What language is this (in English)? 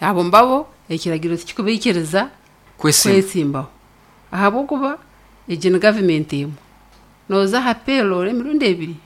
Nyankole